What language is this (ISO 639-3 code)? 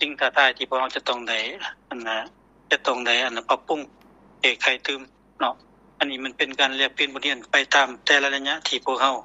lao